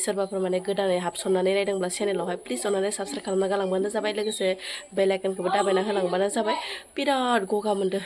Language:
Bodo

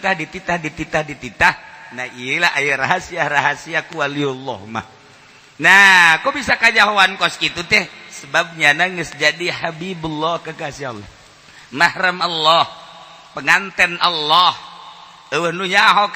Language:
Sundanese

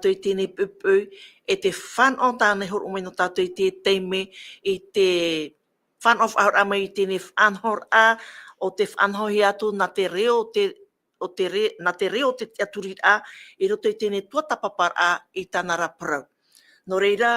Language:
Tahitian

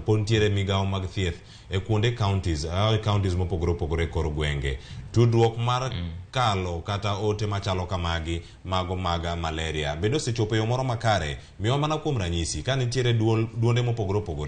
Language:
Luo (Kenya and Tanzania)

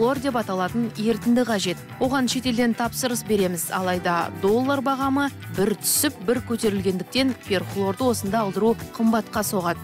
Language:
Kazakh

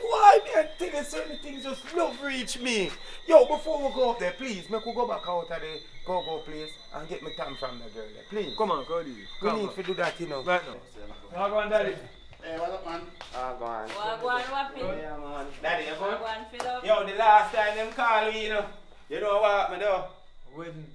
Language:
Jamaican Creole English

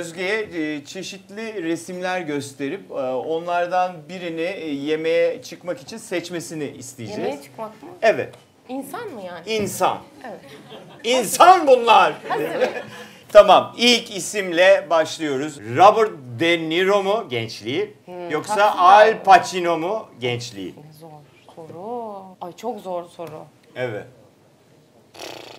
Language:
Turkish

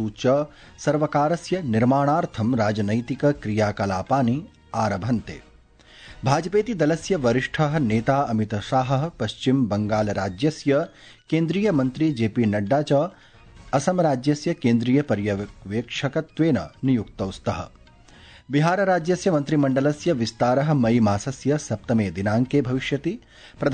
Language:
Sanskrit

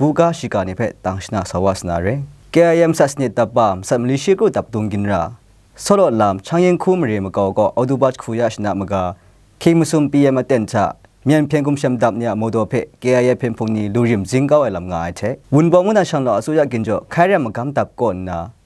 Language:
Kachin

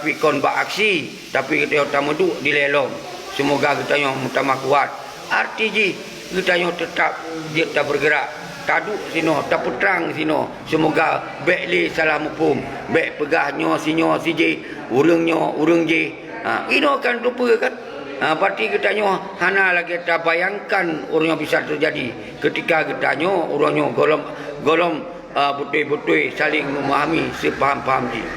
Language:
Achinese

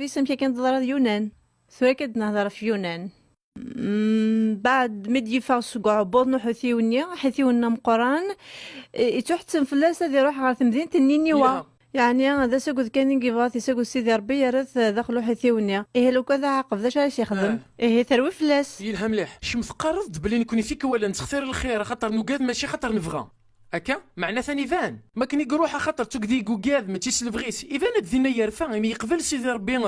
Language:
Kabyle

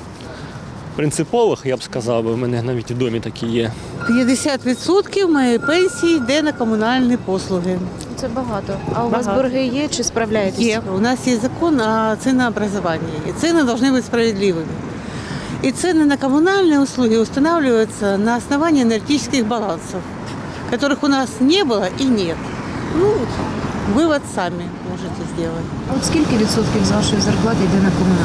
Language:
Ukrainian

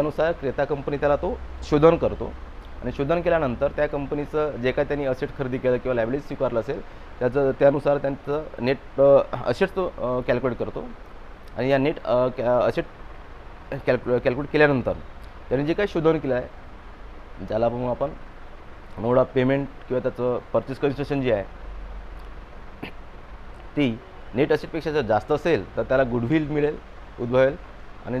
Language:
Marathi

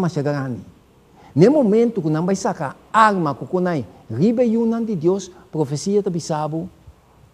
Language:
Papiamento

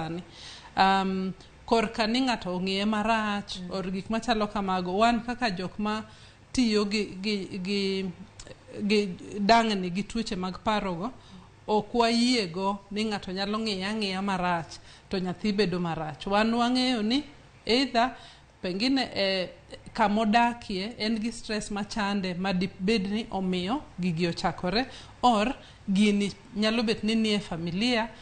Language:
Luo (Kenya and Tanzania)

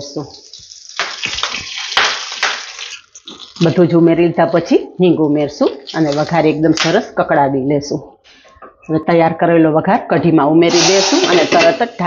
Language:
Gujarati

